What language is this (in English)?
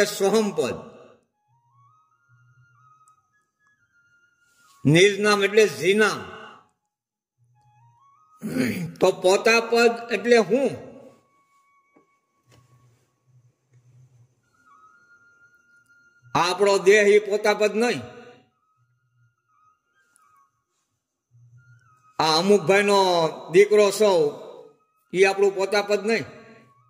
Gujarati